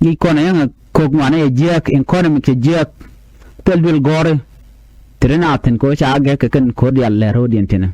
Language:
Nuer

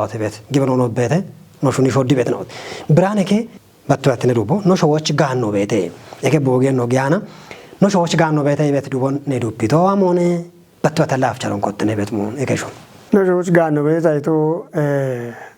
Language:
Kafa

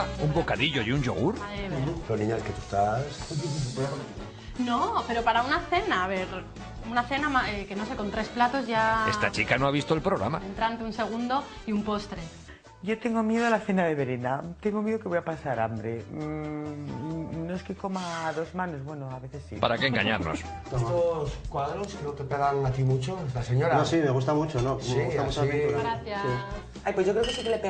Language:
Spanish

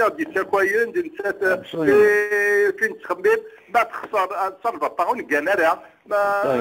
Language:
Kabyle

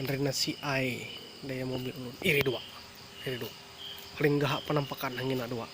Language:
Ma'anyan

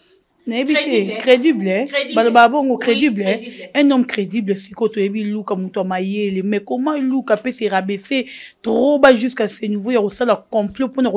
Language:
Lingala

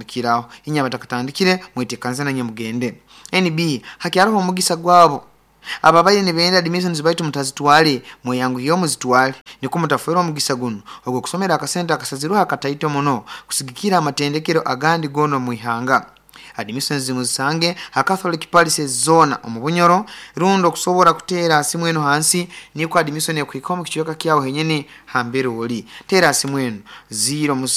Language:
Nyoro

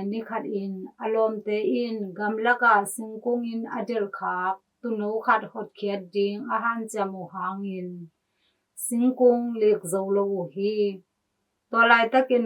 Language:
Tedim Chin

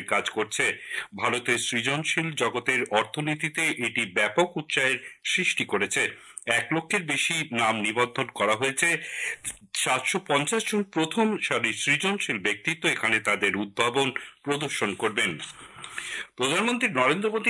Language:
Bangla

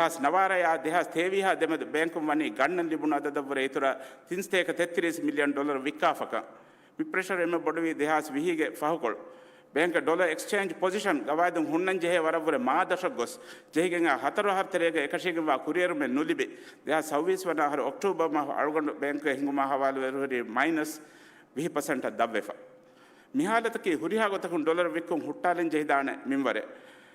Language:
Divehi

